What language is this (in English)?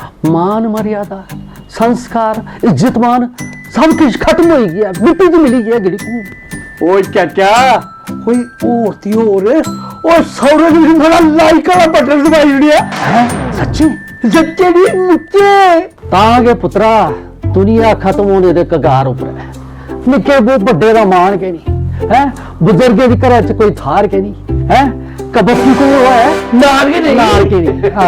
Dogri